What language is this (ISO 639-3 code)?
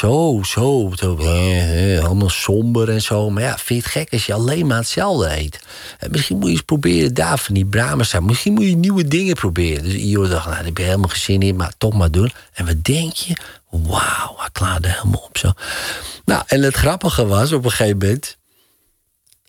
nld